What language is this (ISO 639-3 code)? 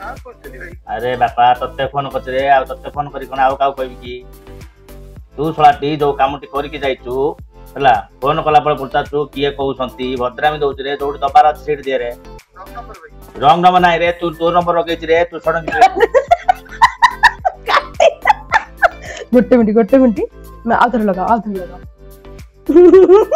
ori